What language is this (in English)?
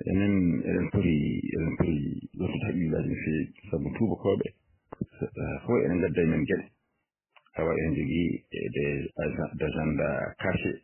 Fula